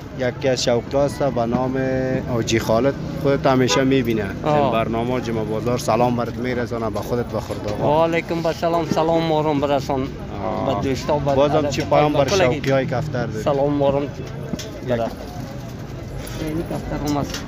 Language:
Persian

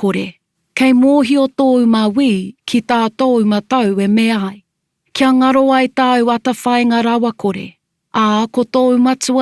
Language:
Māori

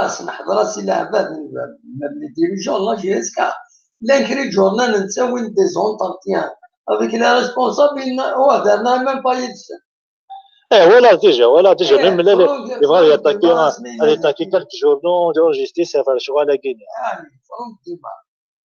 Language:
Kabyle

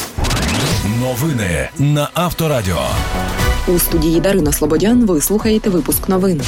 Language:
Ukrainian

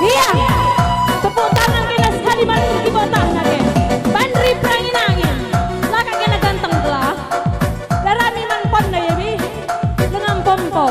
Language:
Batak Karo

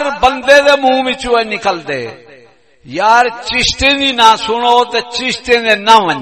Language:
Saraiki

